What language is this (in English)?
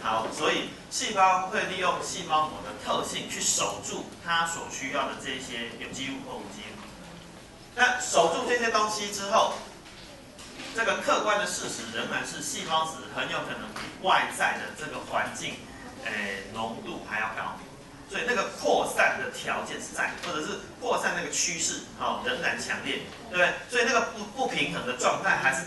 Chinese